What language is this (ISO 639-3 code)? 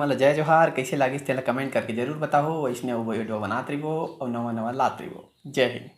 hne